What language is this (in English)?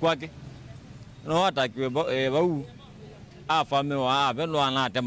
Kamba